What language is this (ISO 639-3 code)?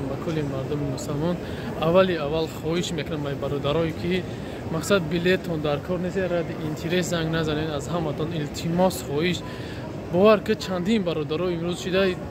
tgk